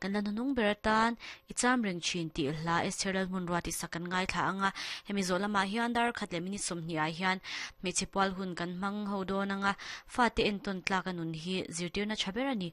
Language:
Mizo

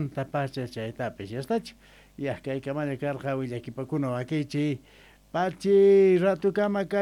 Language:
South Bolivian Quechua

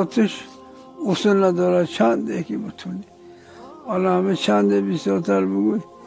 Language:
Tajik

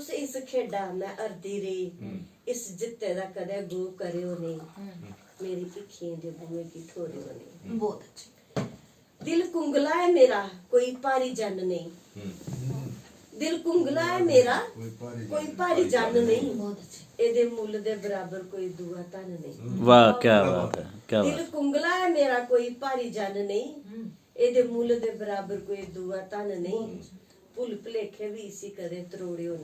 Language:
Dogri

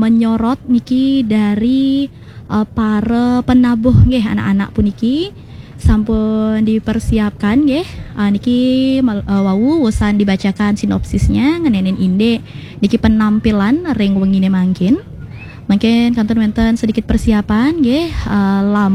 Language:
Balinese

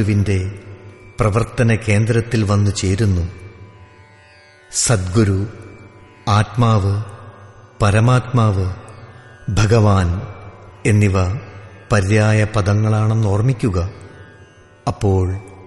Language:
Malayalam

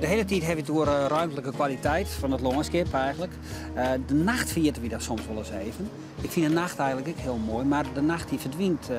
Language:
Western Frisian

